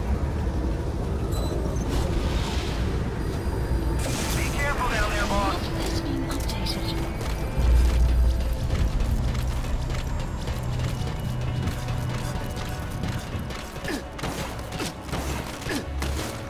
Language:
English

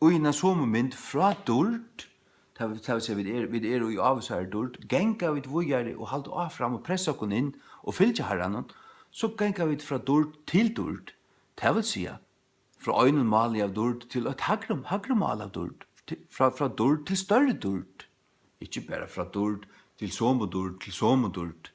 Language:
Faroese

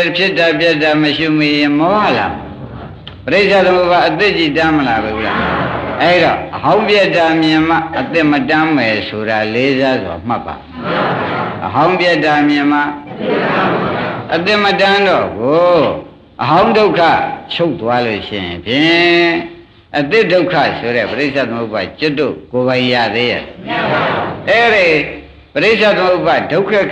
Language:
Burmese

